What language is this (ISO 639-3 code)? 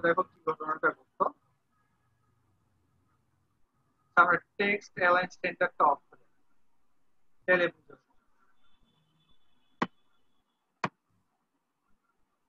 ben